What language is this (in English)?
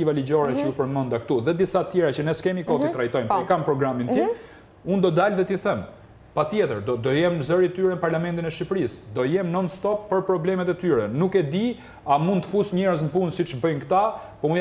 Albanian